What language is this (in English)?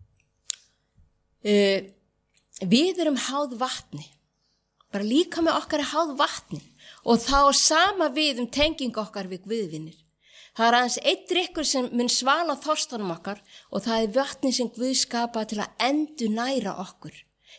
Icelandic